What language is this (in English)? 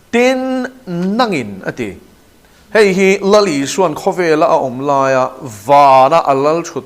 Mizo